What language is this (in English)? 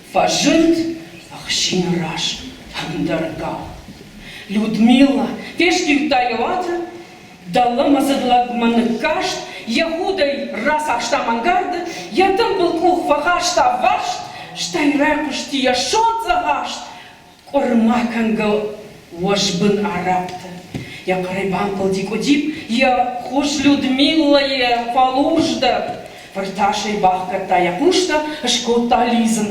Ossetic